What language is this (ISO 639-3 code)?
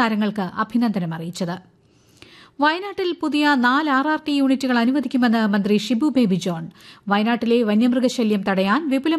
mal